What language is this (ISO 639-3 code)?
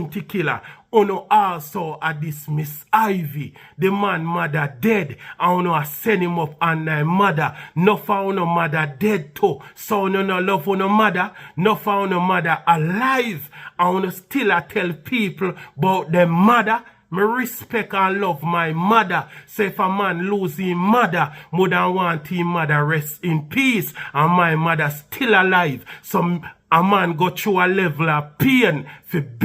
jam